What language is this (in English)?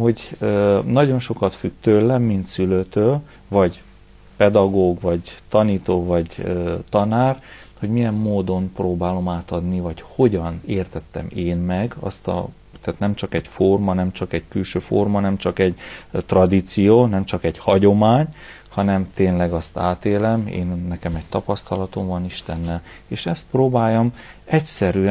Hungarian